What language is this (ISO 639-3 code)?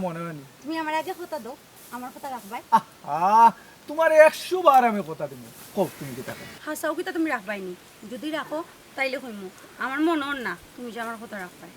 syl